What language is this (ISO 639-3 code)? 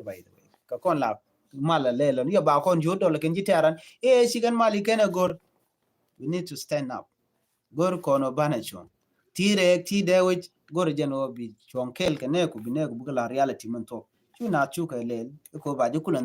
nus